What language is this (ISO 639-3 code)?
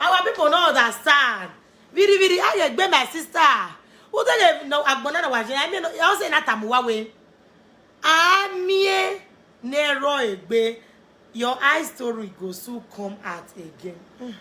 pcm